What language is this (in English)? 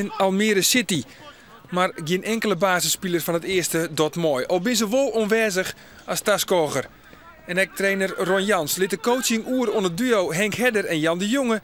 Western Frisian